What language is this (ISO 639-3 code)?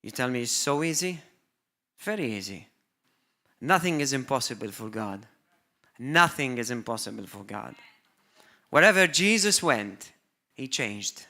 eng